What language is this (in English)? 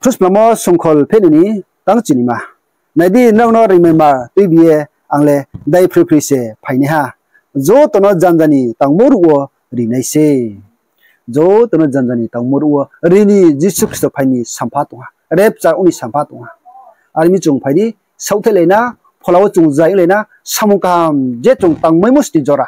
Riang (India)